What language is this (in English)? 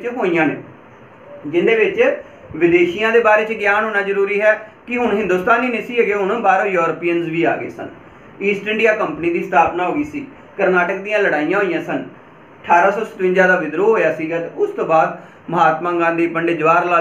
Punjabi